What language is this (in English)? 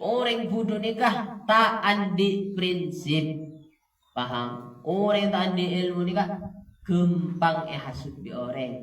Madurese